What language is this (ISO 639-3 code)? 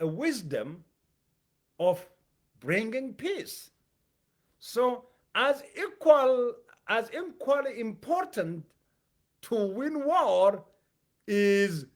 eng